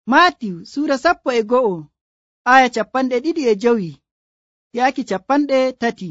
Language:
Nigerian Fulfulde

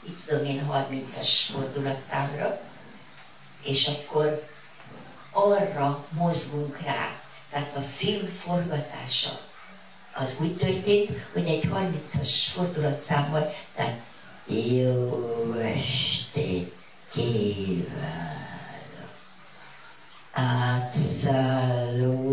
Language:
Hungarian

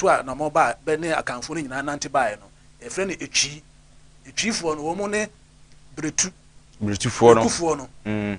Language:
Akan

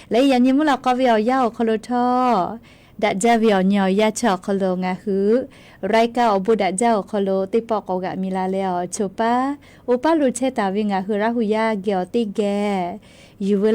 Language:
Lahu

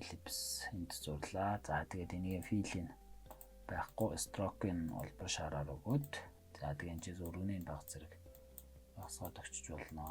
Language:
Mongolian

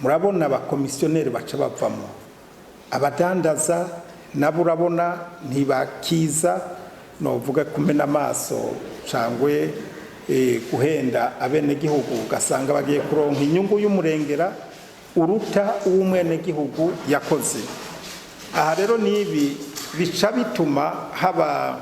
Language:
Rundi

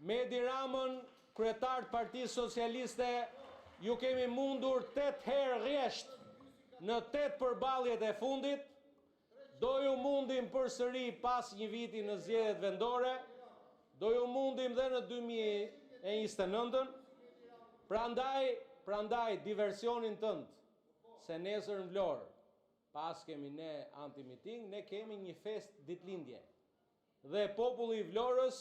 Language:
Albanian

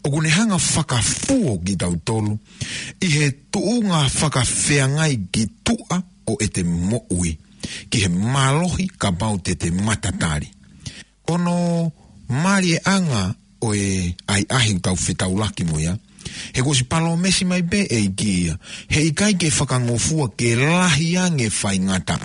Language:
Tongan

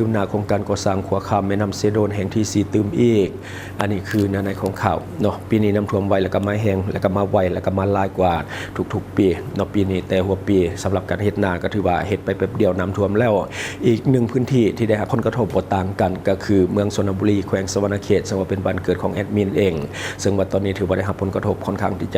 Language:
Lao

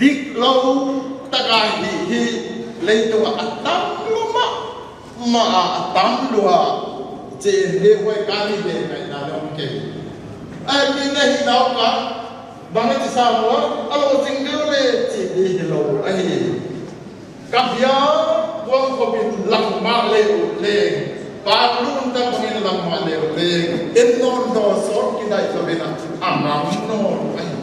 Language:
Paite Chin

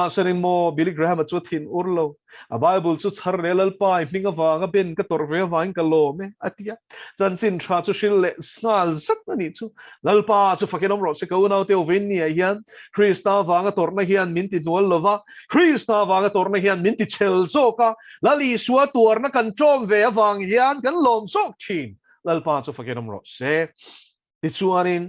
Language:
Mizo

